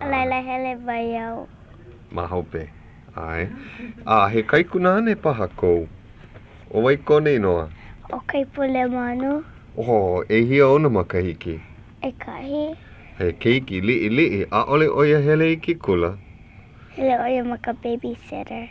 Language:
Hawaiian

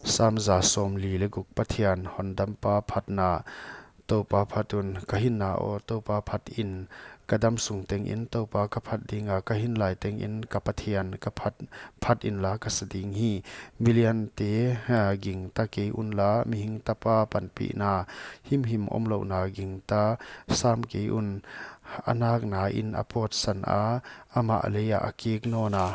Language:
Paite Chin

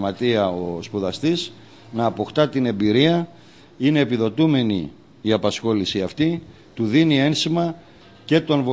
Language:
Greek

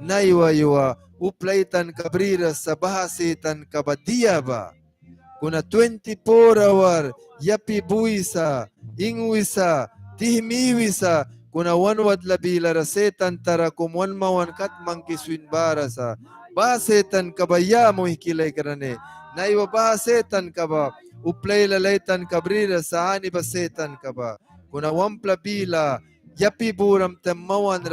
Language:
Mískito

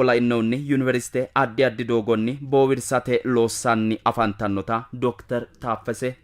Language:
Sidamo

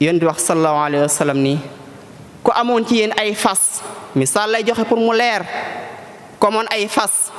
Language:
Wolof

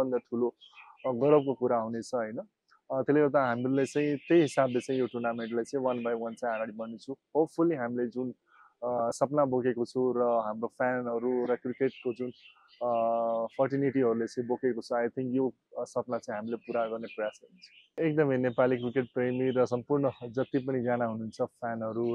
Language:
Nepali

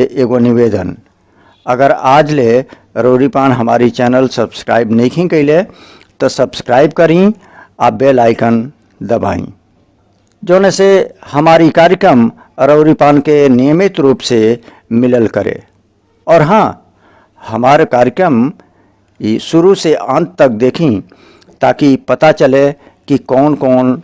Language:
Bhojpuri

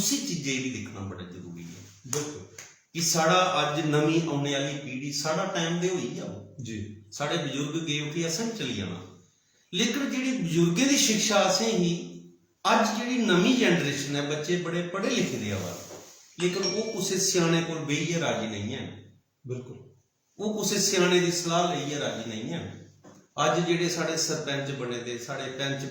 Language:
Dogri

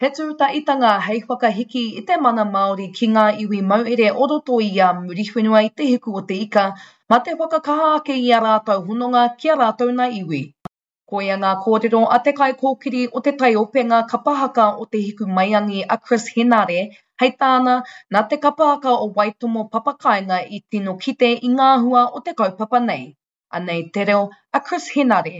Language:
Māori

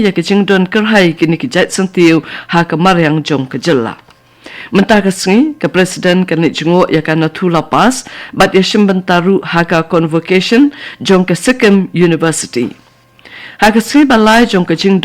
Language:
Khasi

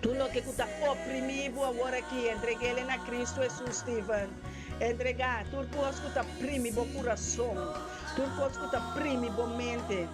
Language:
Papiamento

